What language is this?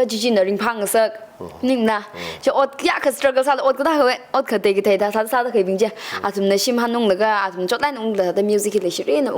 Tangkhul Naga (India)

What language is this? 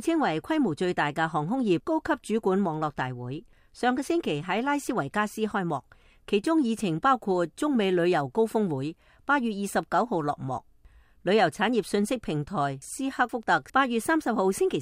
Cantonese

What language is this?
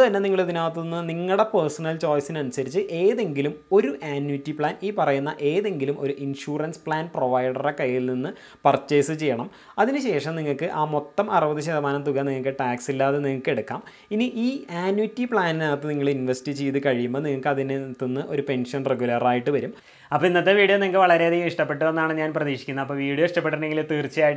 Malayalam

